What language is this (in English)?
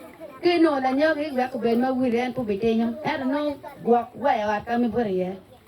Acoli